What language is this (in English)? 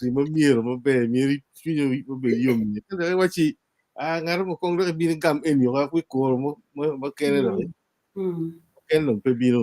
Acoli